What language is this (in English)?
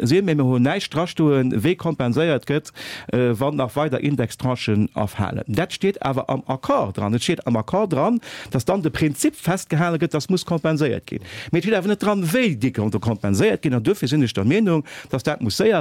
Luxembourgish